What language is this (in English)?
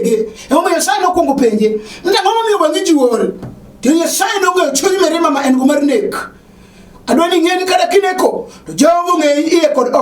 Luo (Kenya and Tanzania)